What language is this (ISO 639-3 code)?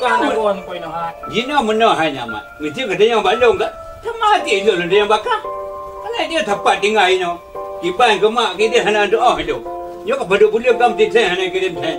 ace